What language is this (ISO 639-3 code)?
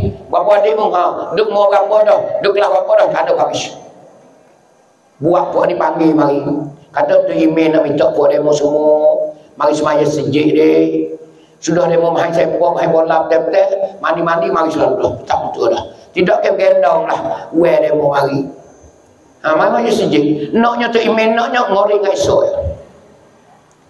mfa